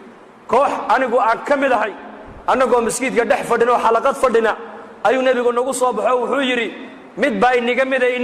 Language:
Somali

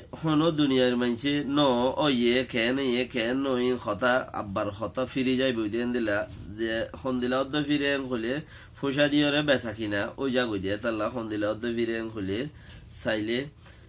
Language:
Rohingya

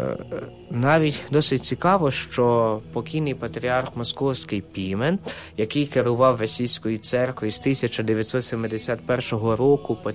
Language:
Ukrainian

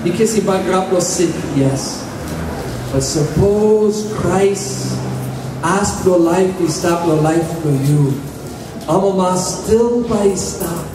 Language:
Tok Pisin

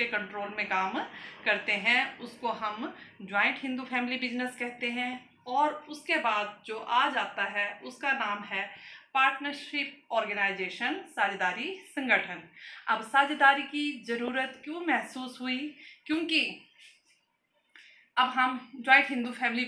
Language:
Hindi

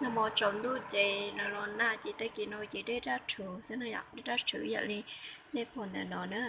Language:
Hmong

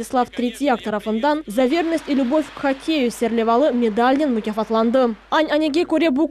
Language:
Crimean Tatar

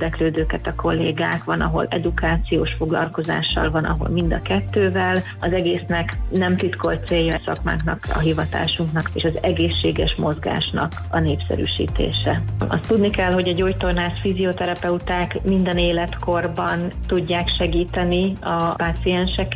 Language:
Hungarian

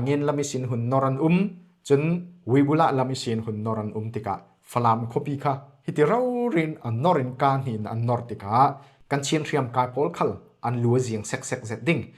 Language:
Falam Chin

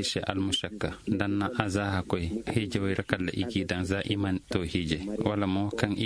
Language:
Koyraboro Senni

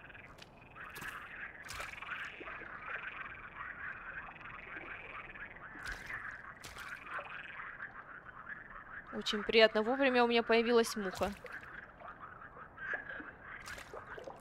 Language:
Russian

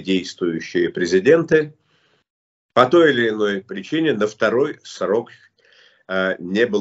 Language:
Russian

